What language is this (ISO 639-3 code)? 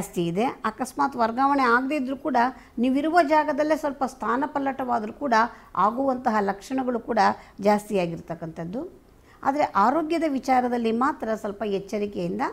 kan